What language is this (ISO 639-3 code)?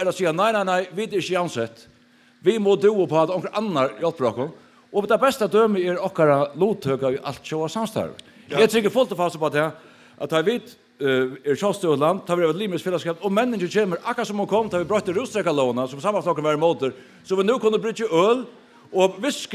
fao